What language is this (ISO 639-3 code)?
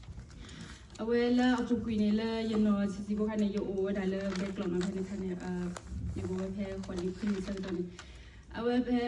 ksw